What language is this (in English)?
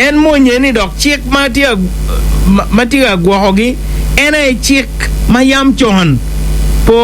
Acoli